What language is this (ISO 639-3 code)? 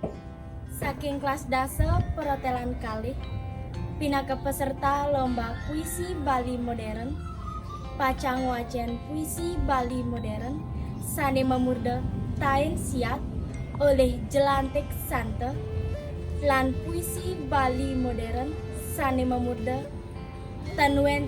ban